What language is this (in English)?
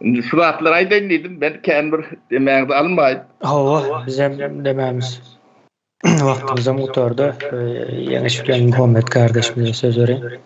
Turkmen